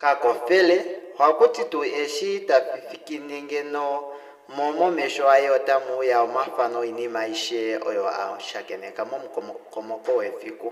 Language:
Kuanyama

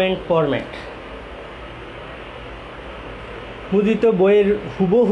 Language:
Bangla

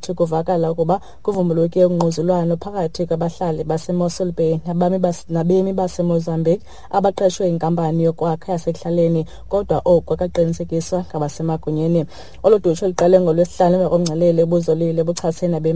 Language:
Xhosa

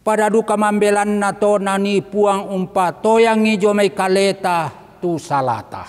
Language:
Toraja-Sa'dan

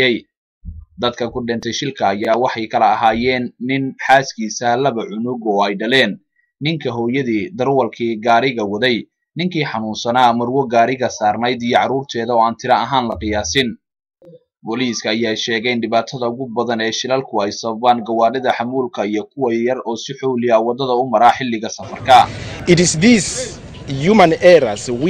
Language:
Somali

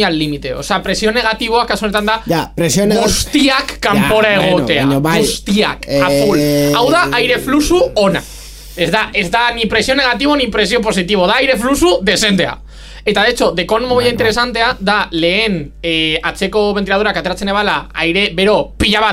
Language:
Basque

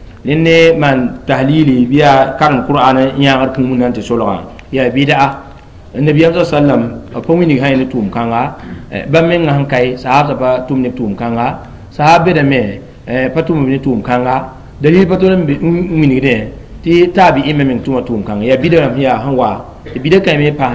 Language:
Mossi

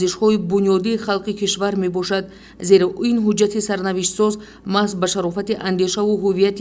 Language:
Tajik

